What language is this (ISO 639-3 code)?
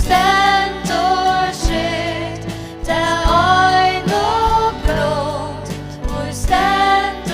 fao